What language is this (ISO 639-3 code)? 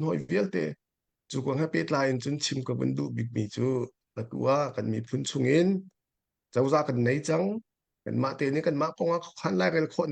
cnh